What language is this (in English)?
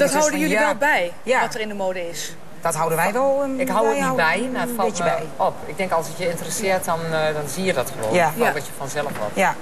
Dutch